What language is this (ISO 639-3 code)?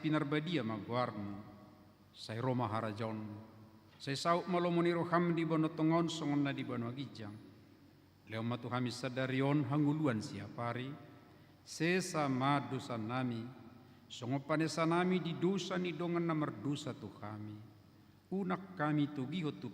bbc